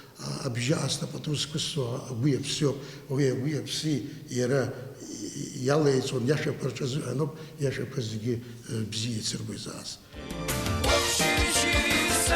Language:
Abkhazian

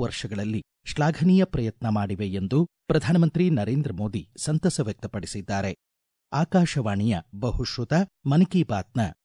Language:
Kannada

